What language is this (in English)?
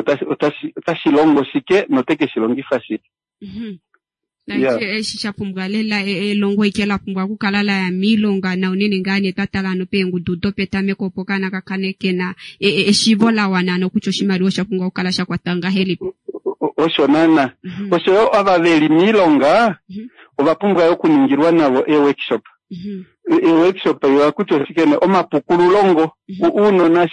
Kuanyama